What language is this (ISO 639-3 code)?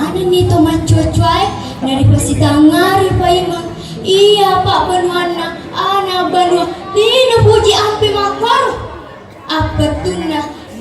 bug